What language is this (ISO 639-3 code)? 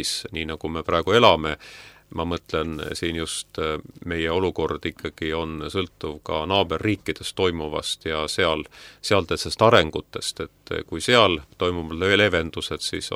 est